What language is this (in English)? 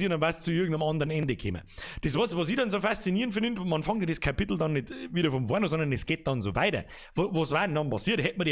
Bavarian